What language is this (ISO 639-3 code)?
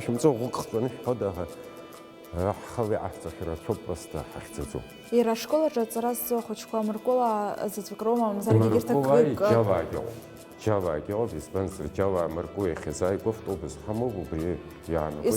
abk